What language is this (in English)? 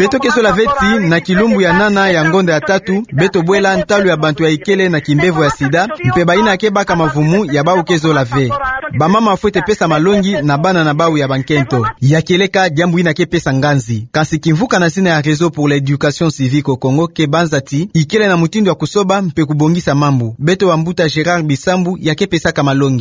Kituba (Democratic Republic of Congo)